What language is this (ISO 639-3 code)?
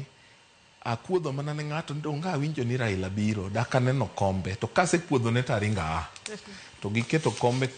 luo